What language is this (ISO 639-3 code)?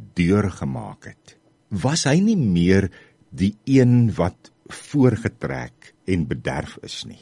afr